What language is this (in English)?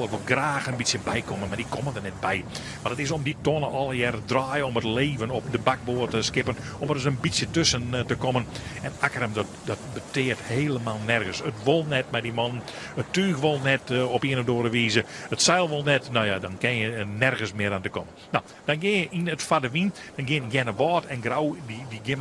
Western Frisian